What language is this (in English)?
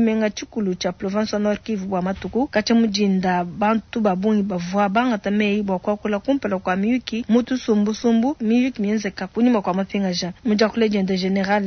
Luba-Lulua